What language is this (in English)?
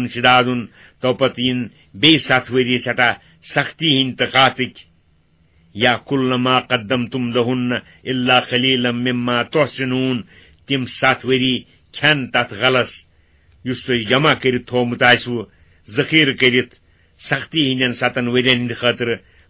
Kashmiri